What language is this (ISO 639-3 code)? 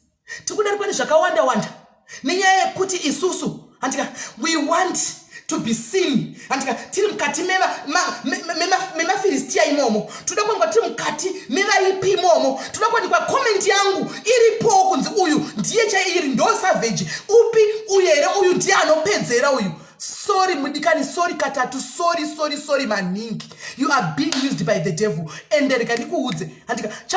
sna